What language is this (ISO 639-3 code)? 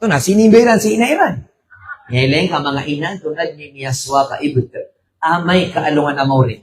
mrw